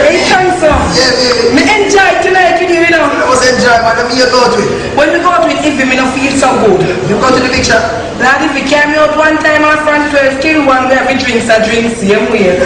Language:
Jamaican Creole English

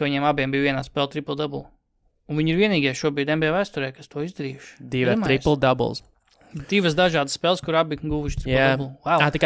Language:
Latvian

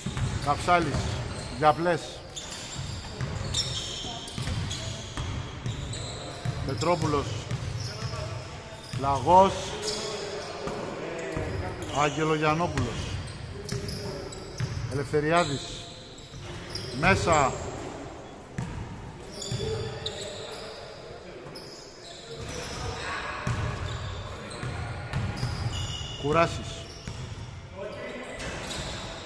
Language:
Greek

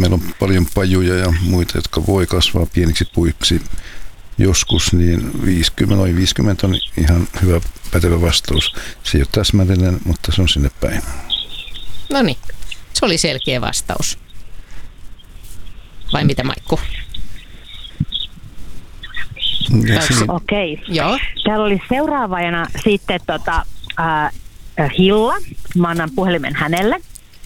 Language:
Finnish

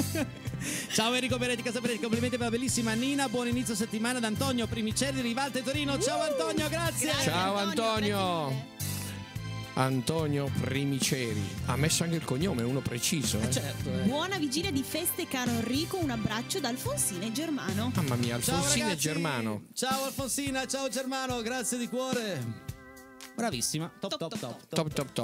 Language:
Italian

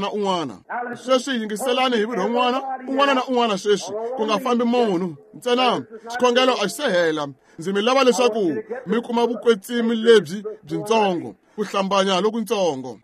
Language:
Tsonga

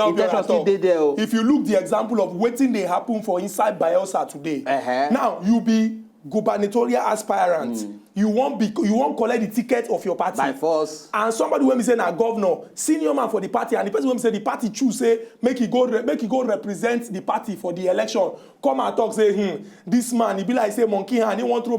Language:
Nigerian Pidgin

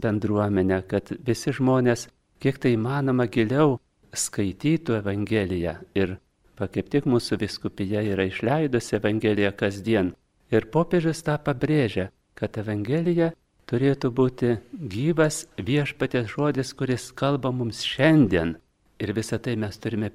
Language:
Lithuanian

